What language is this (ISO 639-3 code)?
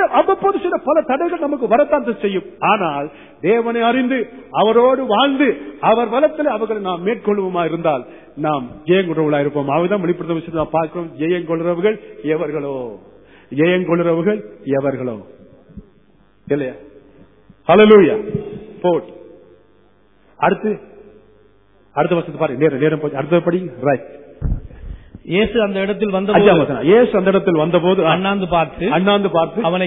tam